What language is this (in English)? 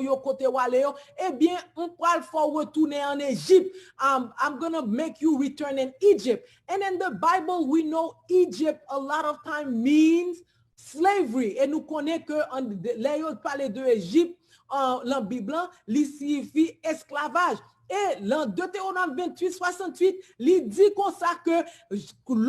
Haitian Creole